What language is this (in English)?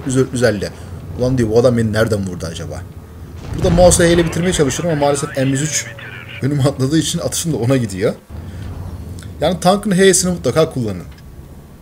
Turkish